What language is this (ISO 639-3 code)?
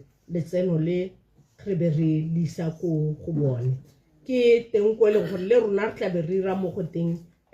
tsn